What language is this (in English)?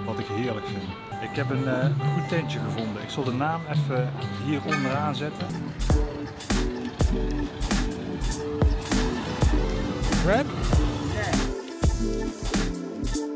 Dutch